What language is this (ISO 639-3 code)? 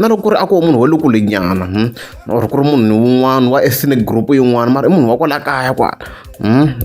tso